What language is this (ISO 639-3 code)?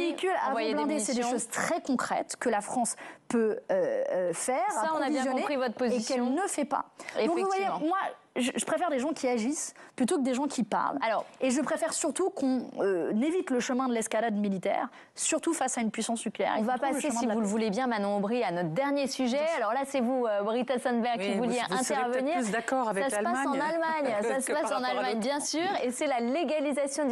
fra